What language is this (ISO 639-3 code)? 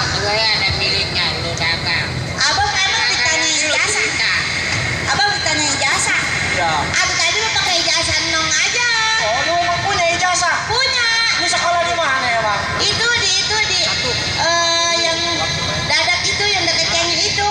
bew